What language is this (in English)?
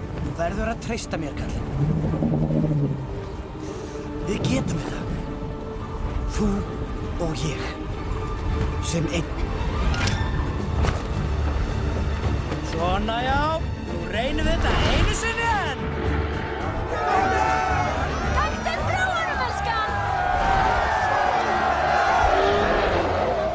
Icelandic